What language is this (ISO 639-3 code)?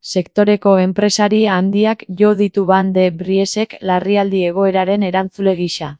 eus